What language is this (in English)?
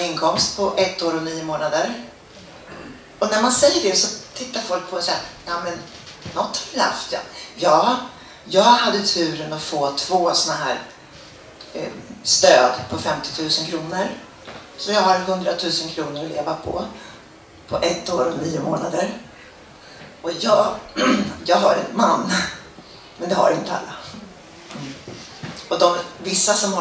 Swedish